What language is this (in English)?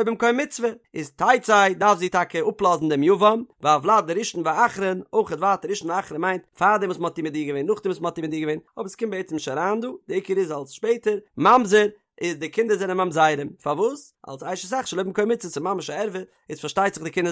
Yiddish